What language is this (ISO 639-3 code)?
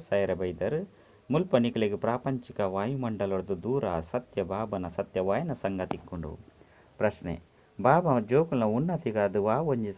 tcy